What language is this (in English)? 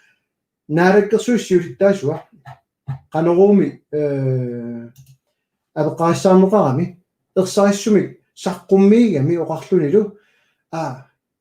Kalaallisut